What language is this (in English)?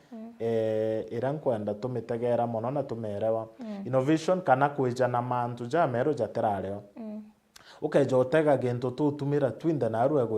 Meru